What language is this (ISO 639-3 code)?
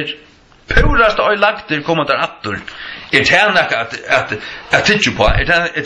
fao